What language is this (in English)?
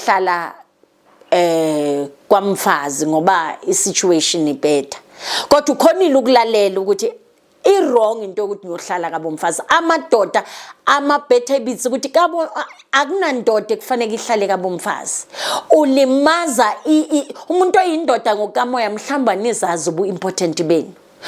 Zulu